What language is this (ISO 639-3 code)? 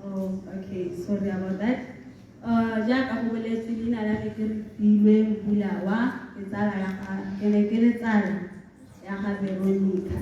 tsn